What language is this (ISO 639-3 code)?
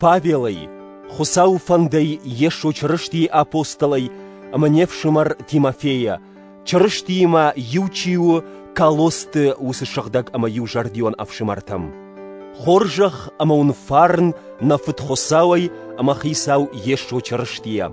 oss